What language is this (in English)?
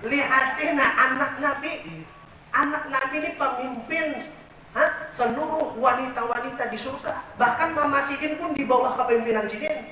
Banjar